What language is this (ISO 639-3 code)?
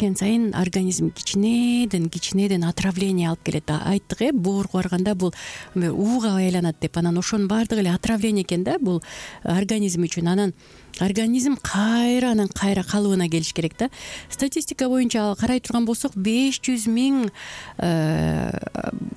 kir